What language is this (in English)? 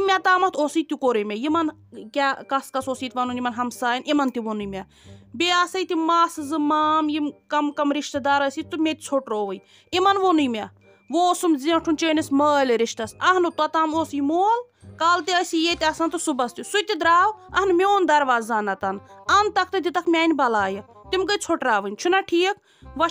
Kashmiri